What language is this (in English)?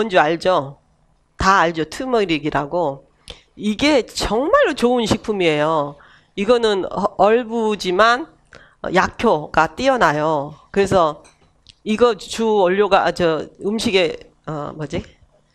Korean